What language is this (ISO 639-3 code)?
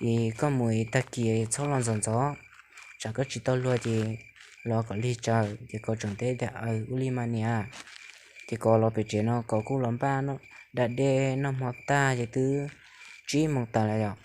hmn